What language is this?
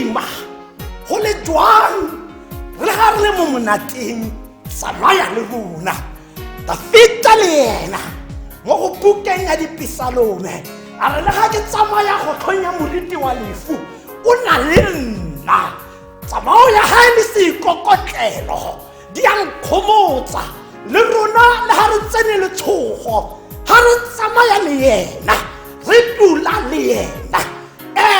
Tswana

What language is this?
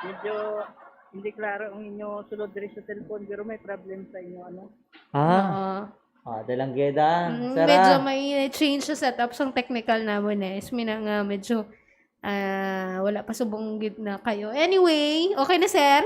Hiligaynon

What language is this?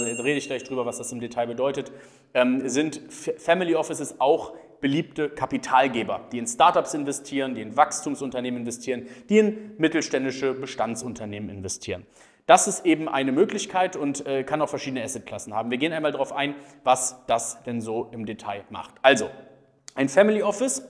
German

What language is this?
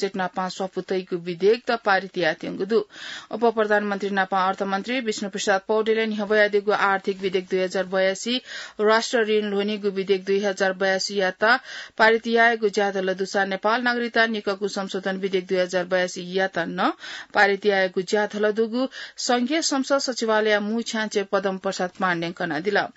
Newari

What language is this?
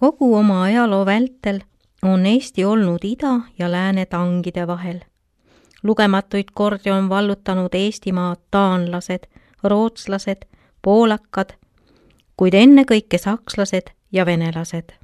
Estonian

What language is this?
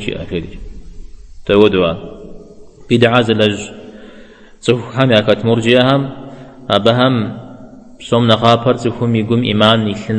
Kabardian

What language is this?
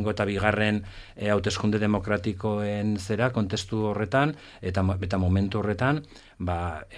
Basque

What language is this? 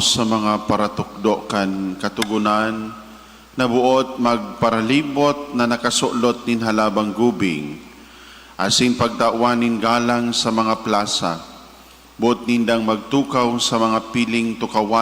Bikol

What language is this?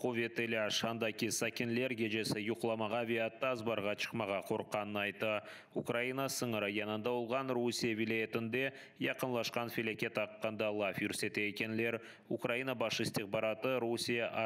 Crimean Tatar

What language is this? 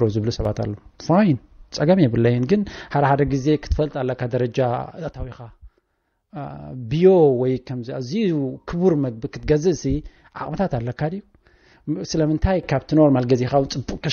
Tigrinya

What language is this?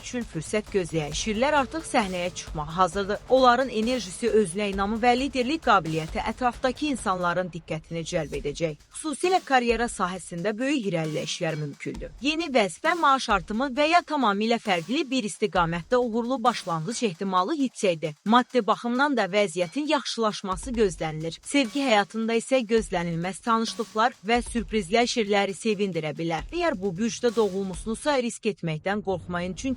Azerbaijani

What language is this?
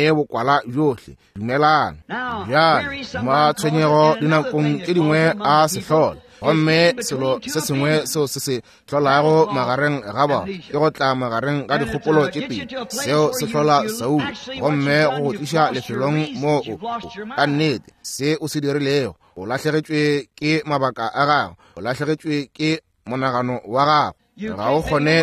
Northern Sotho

